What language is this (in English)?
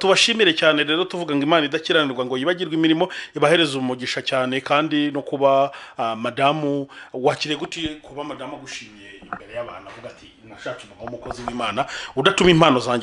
Kinyarwanda